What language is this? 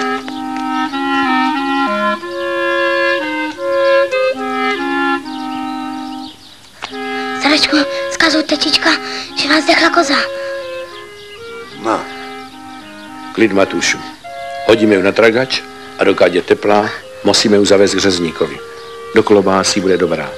Czech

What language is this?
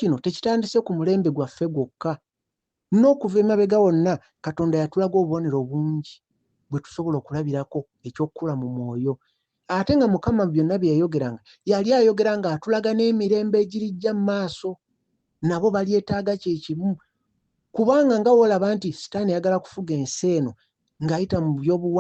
Ganda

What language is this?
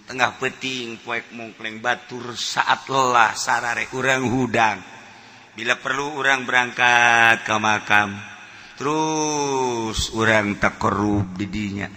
Sundanese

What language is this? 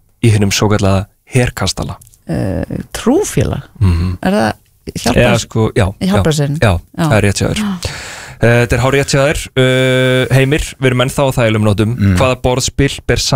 Icelandic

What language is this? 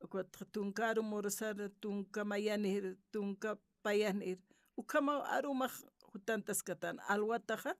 Aymara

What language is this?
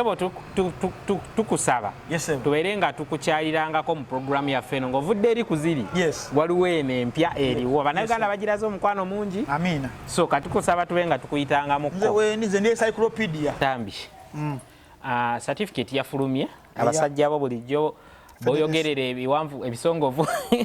Ganda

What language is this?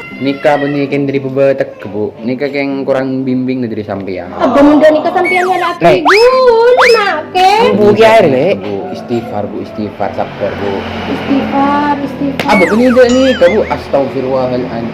Madurese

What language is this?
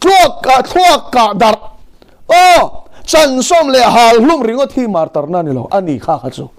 Mizo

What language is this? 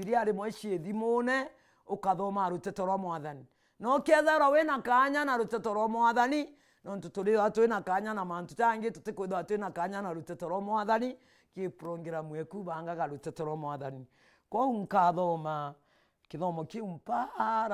Meru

